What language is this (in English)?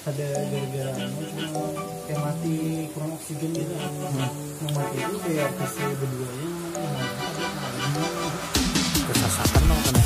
Banjar